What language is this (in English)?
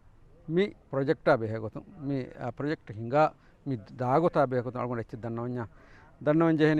Divehi